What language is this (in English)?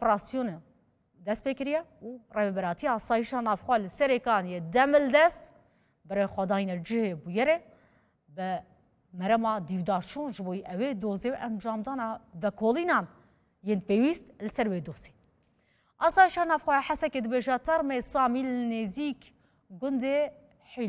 Kurdish